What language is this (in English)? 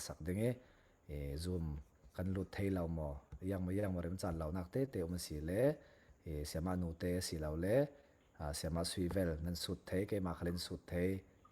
Falam Chin